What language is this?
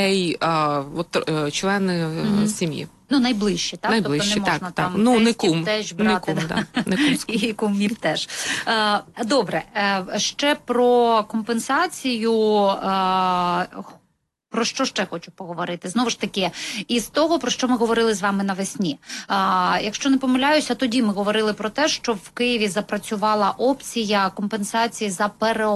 Ukrainian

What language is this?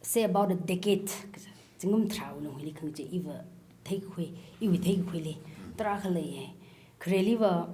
Tangkhul Naga (India)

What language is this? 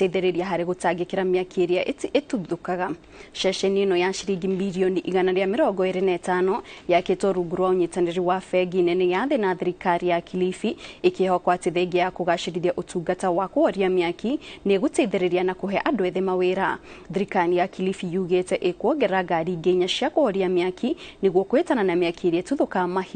Kikuyu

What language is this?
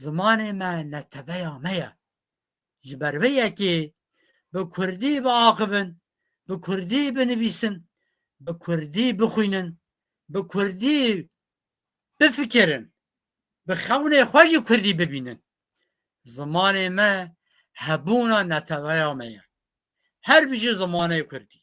Kurdish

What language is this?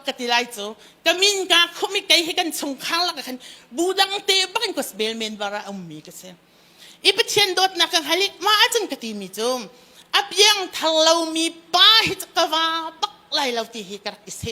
Hakha Chin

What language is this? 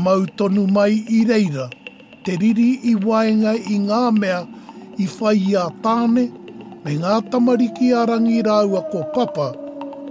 Māori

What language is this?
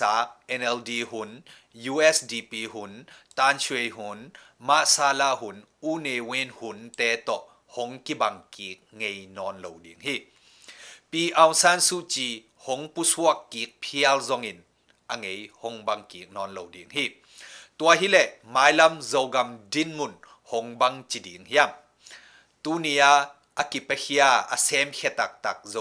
Tedim Chin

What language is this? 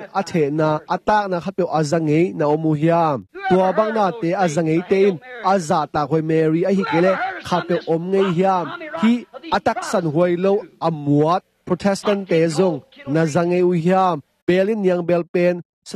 Tedim Chin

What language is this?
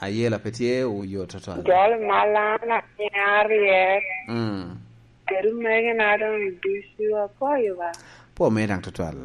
Lango (Uganda)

